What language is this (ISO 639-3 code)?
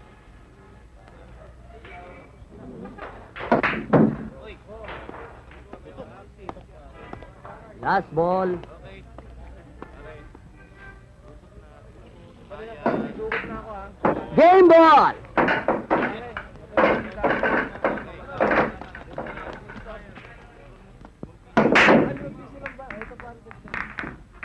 fil